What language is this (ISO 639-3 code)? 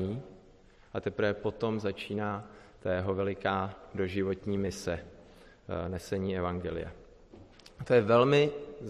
ces